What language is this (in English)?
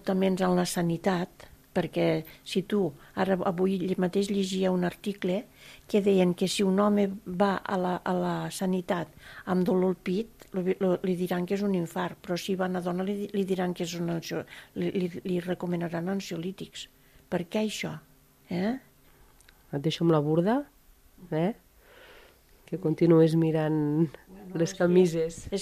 Catalan